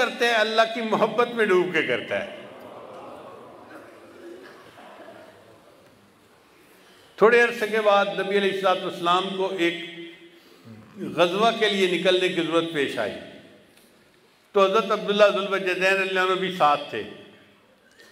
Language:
Urdu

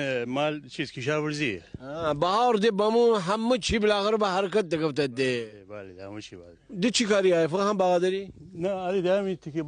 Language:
Gilaki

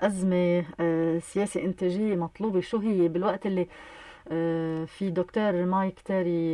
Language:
North Levantine Arabic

